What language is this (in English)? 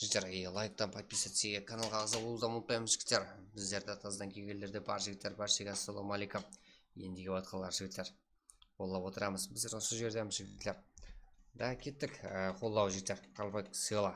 Kara-Kalpak